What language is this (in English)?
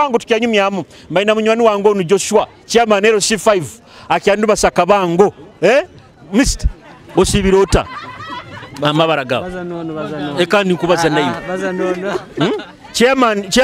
Nyoro